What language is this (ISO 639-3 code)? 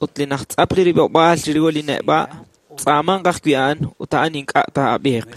kek